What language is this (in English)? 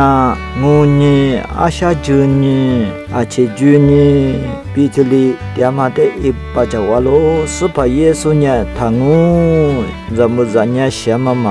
Lisu